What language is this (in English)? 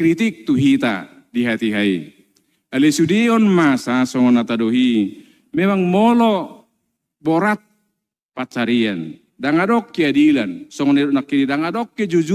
Batak Toba